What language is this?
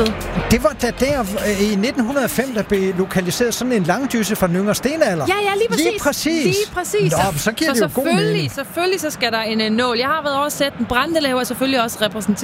Danish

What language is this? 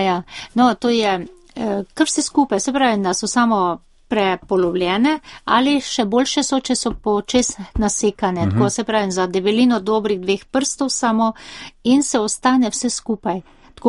Slovenian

